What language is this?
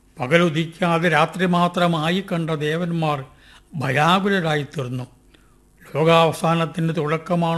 Malayalam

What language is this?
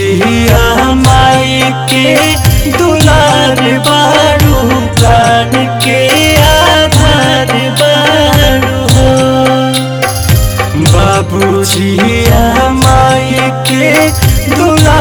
Bhojpuri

